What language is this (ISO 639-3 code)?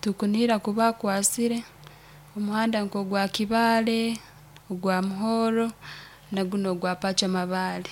nyo